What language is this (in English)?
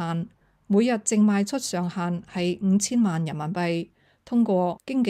Cantonese